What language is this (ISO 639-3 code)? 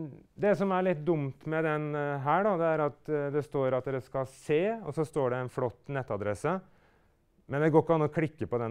nor